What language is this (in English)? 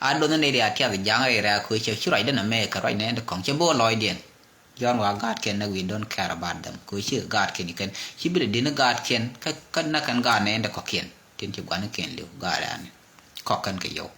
Nuer